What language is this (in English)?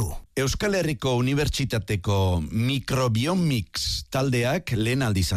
Basque